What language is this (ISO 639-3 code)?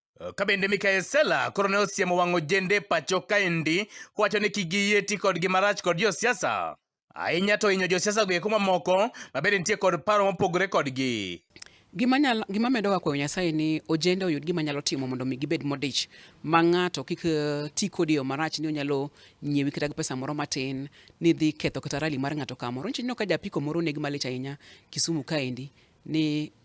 luo